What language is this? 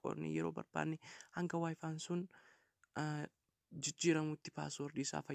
Oromo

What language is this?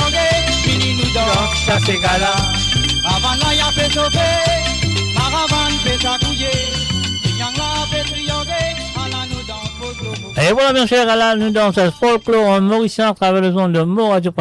Morisyen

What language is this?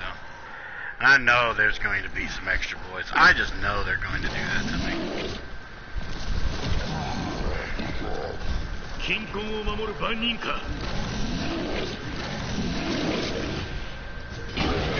English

